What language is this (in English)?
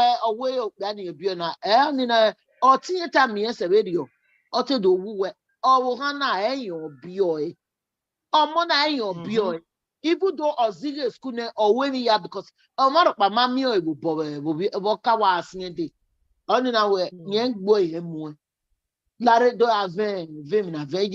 Bini